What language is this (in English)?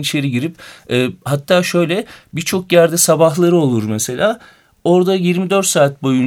Turkish